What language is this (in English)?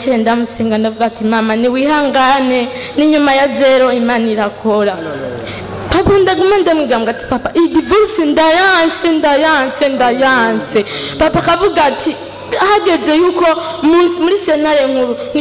Rundi